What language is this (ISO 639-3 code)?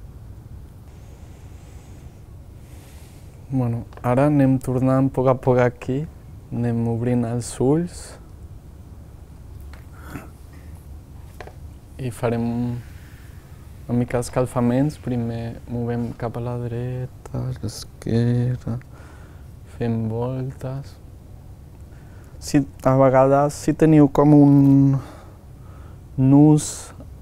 cat